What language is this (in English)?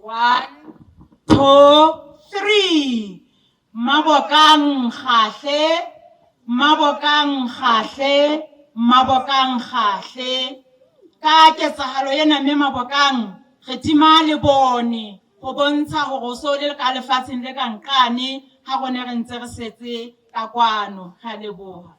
Southern Sotho